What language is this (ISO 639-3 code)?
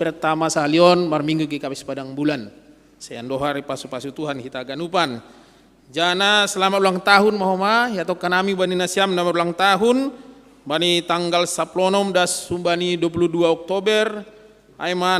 bts